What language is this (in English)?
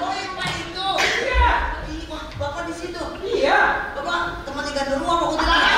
Betawi